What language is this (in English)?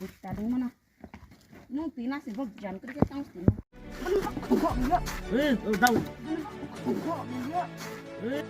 Riang (India)